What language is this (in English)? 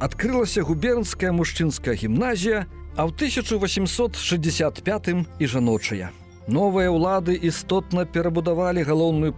Belarusian